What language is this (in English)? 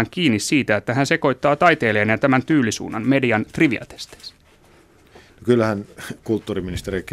Finnish